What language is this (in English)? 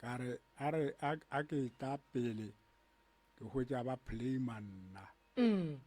Northern Sotho